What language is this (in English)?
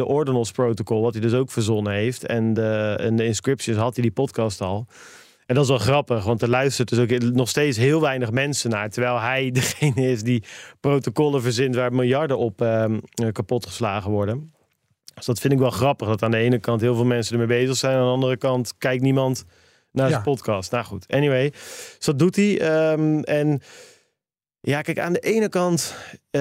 Dutch